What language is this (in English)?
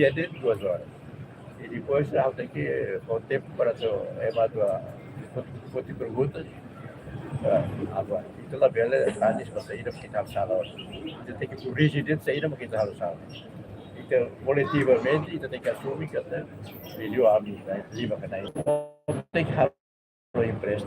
Tetum